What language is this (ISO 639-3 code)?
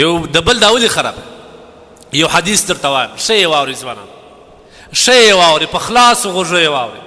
pus